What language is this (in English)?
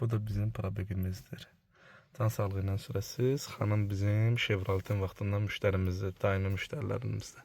Azerbaijani